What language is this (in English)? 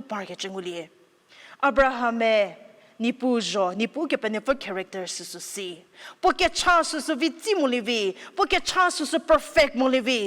Angami Naga